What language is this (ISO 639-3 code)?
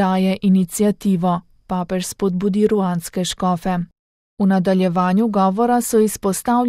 slv